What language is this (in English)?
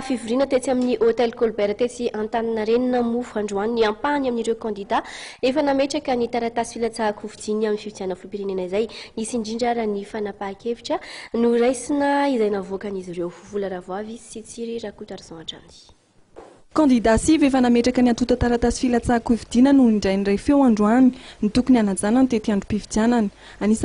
Malagasy